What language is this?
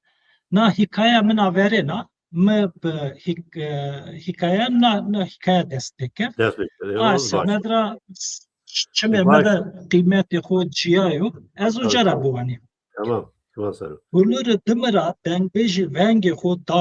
Zaza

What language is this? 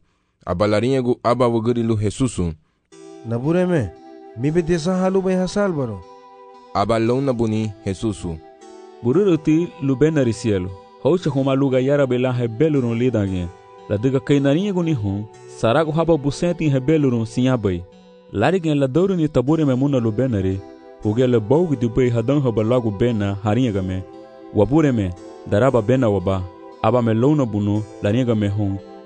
Garifuna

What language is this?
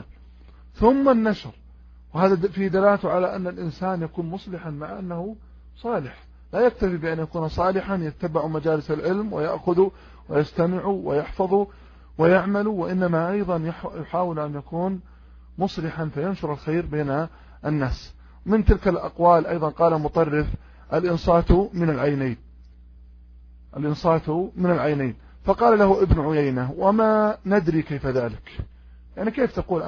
Arabic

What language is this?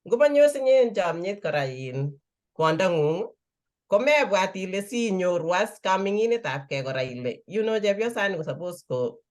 Kalenjin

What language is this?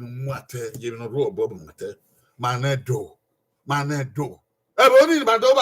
Bini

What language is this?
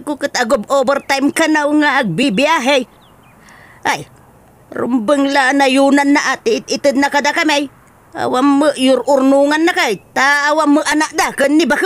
Iloko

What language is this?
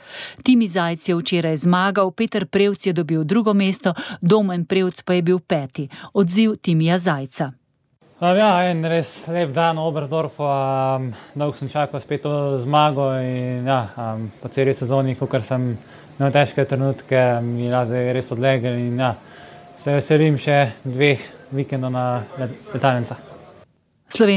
Slovenian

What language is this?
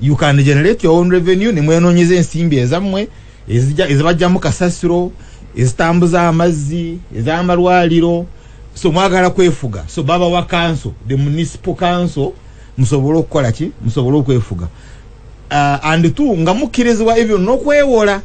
Ganda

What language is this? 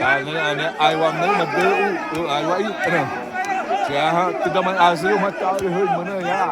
Xavánte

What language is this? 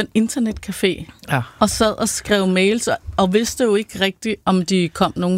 Danish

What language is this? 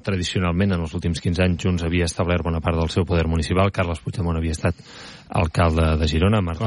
Catalan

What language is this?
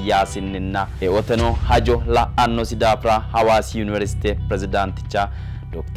Sidamo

